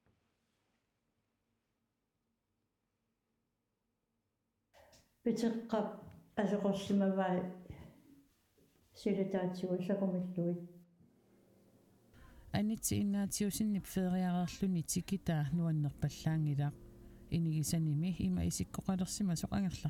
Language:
Kalaallisut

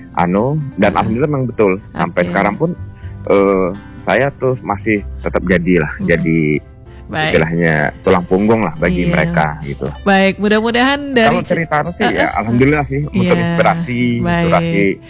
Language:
Indonesian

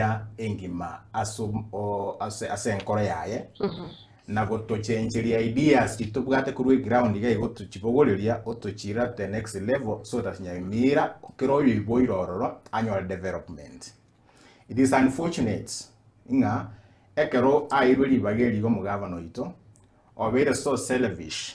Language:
Gusii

